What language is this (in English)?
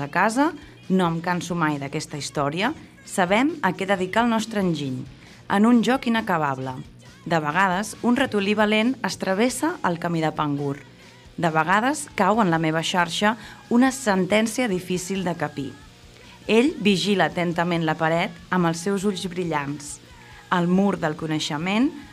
Catalan